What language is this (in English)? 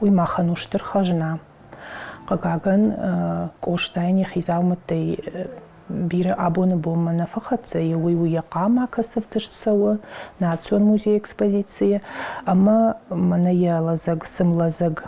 Ossetic